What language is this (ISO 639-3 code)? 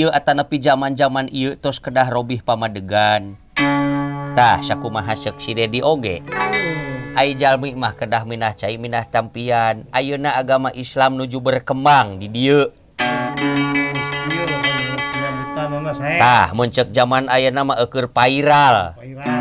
sun